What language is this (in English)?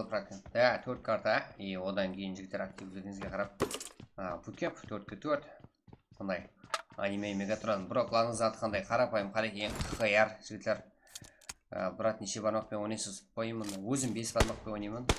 Kara-Kalpak